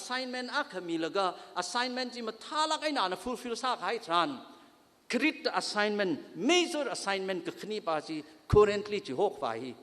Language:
Tangkhul Naga (India)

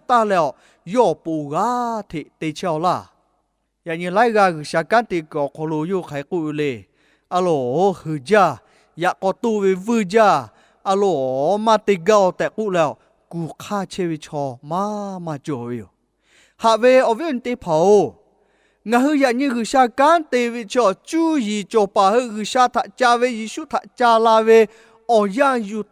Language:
Lahu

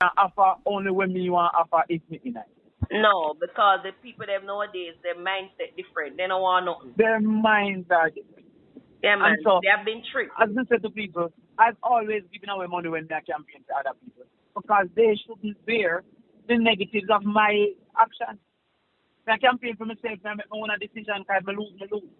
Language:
Jamaican Creole English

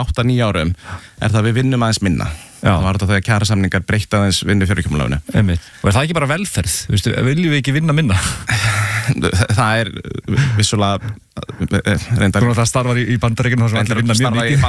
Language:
Icelandic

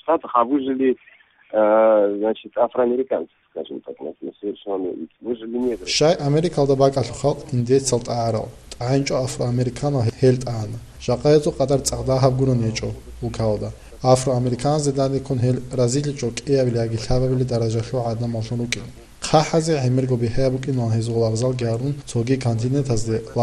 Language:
Avaric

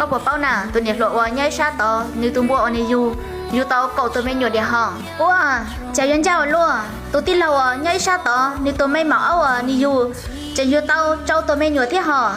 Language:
Hmong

